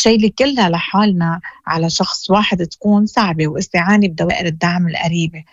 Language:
Moroccan Arabic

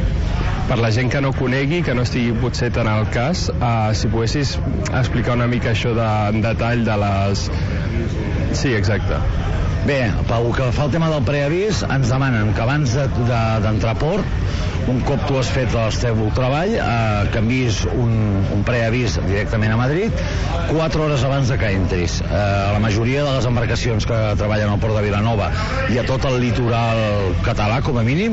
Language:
Catalan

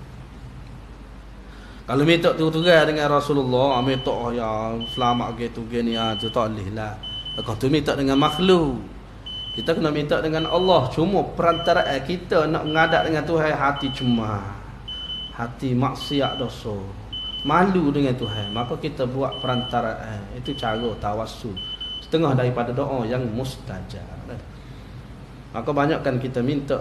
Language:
Malay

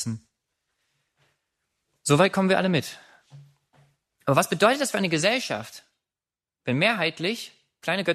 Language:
German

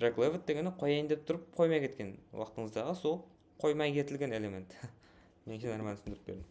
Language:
Kara-Kalpak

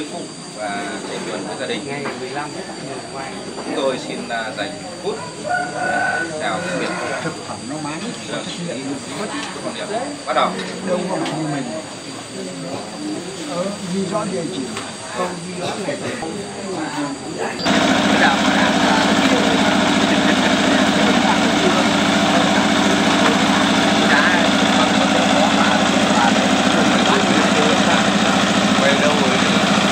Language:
Vietnamese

